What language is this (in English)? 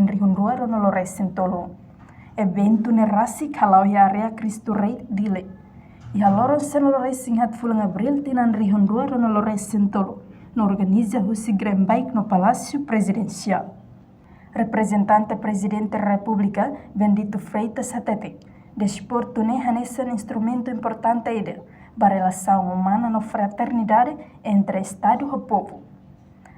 Tetum